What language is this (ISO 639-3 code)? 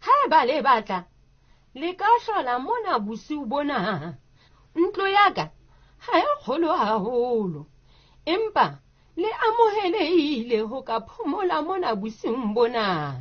sot